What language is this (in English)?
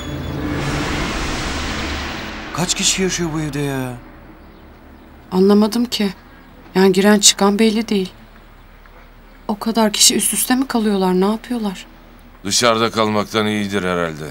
Turkish